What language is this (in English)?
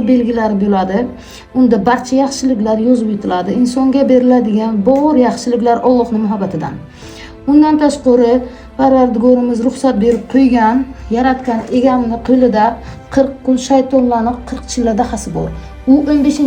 Uzbek